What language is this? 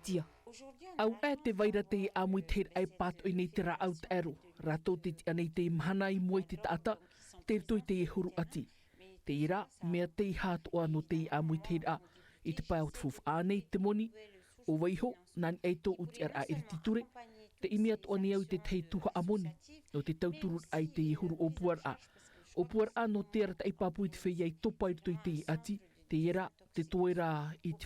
Tahitian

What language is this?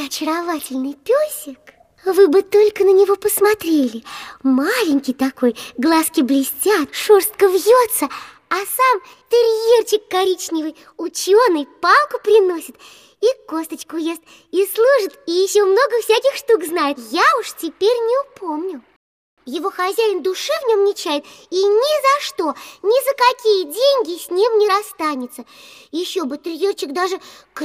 Russian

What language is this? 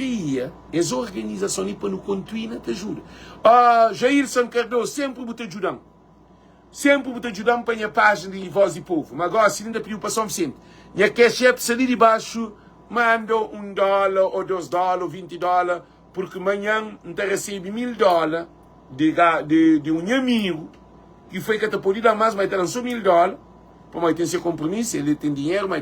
Kabuverdianu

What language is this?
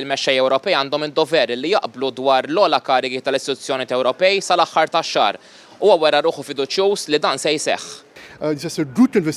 Maltese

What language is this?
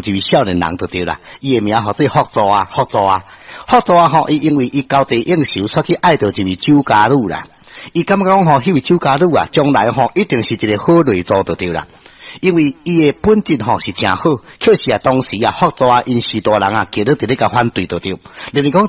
Min Nan Chinese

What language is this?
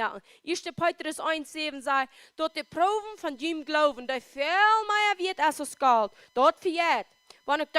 Plautdietsch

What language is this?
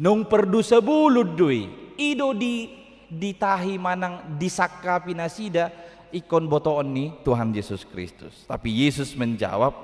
Batak Toba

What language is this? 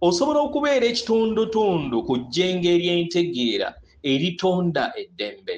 Ganda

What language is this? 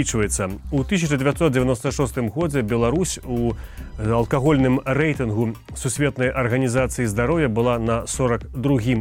Belarusian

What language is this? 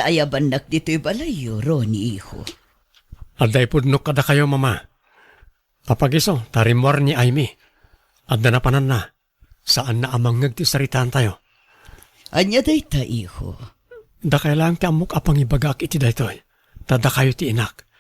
Iloko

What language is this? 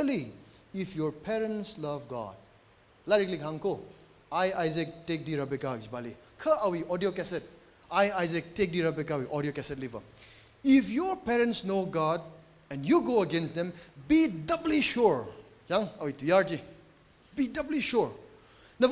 Tangkhul Naga (India)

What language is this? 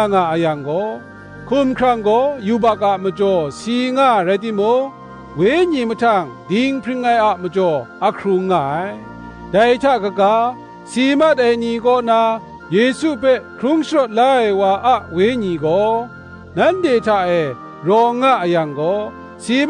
Kachin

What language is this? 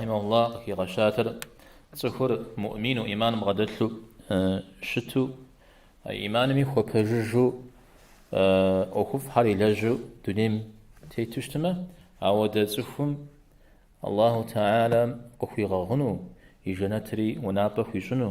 Kabardian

